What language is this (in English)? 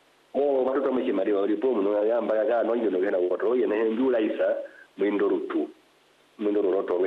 Swahili